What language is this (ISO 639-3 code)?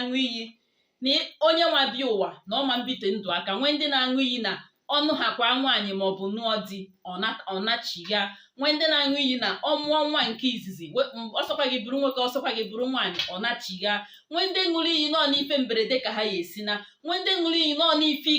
ibo